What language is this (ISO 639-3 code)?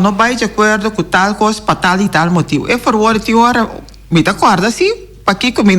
pap